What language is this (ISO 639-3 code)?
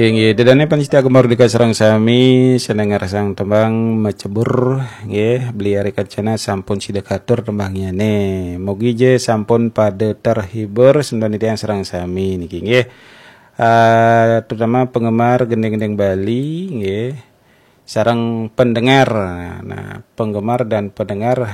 ban